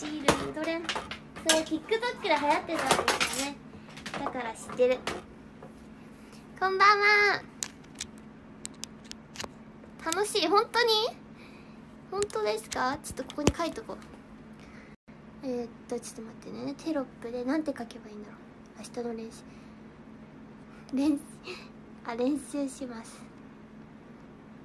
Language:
Japanese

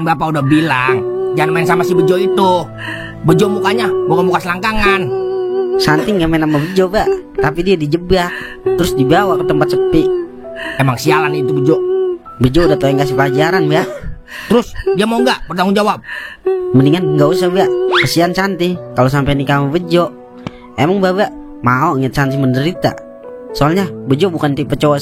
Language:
Betawi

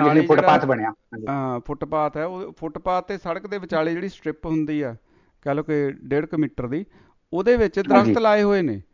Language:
Punjabi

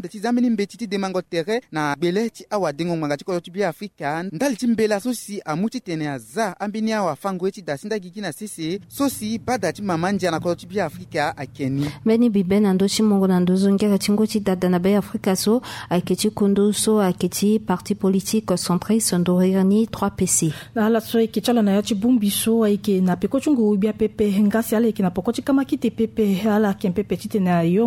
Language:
Sango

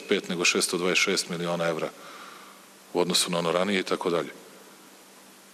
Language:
Serbian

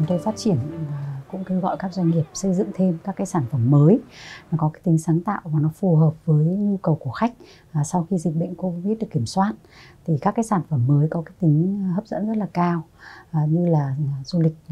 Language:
Vietnamese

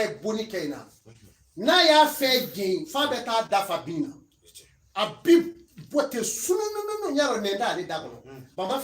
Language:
Bambara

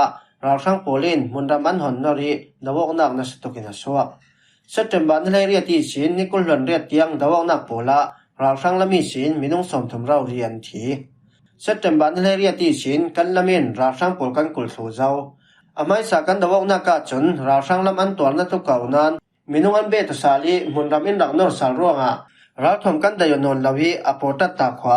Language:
Falam Chin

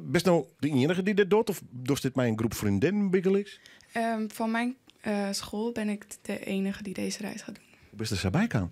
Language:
Western Frisian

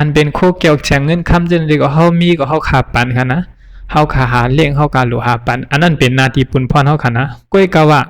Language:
Shan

